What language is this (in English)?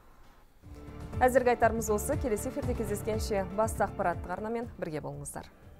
Kazakh